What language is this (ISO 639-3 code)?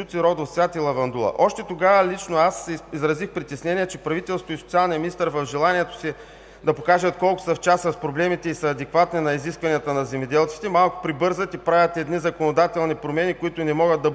bul